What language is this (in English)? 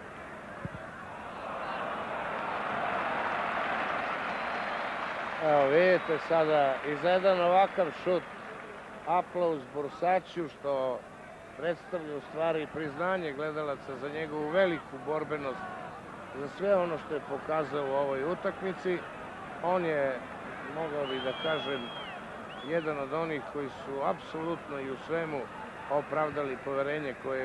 Serbian